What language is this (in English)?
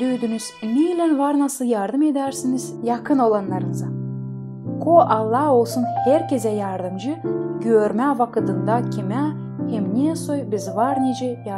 Gagauz